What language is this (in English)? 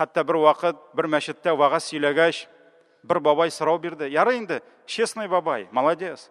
Tatar